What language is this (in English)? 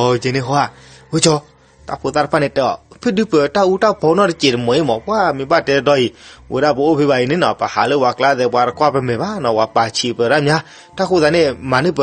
S'gaw Karen